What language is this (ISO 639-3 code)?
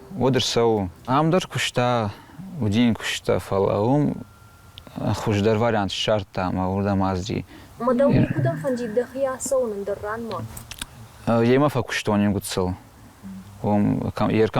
oss